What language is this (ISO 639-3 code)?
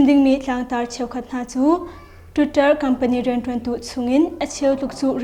cnh